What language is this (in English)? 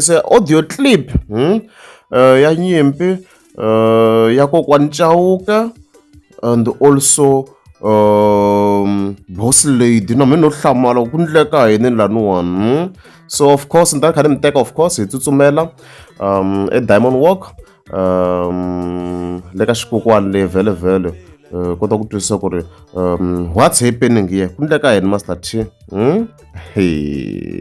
Tsonga